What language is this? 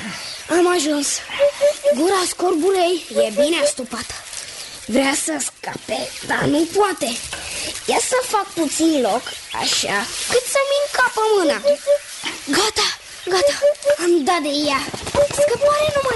Romanian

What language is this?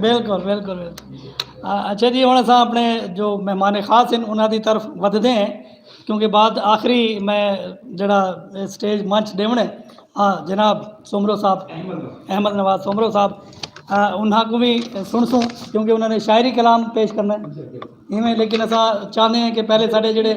Saraiki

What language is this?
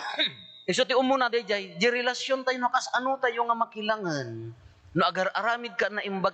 Iloko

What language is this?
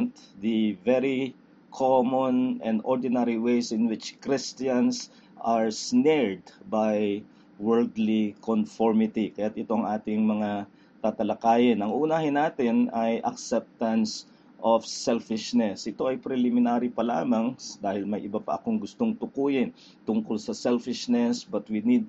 Filipino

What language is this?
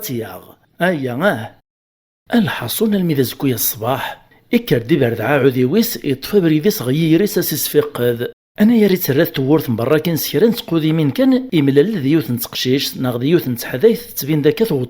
Kabyle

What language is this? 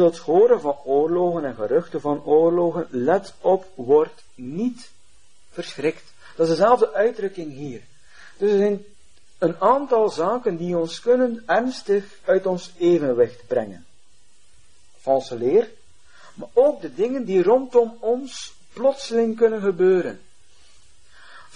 Dutch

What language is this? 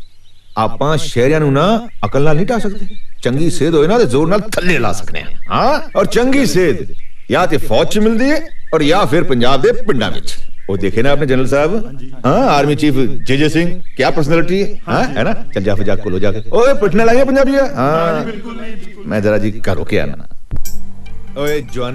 Punjabi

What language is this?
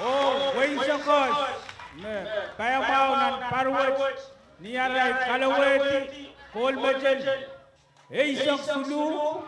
Pohnpeian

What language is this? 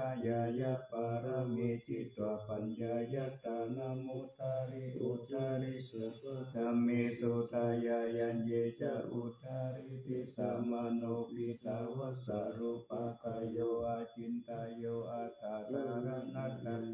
Pali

